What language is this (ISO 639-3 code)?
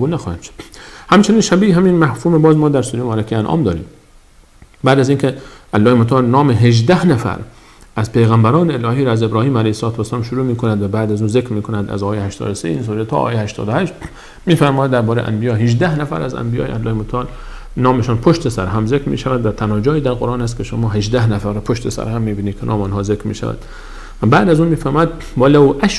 fas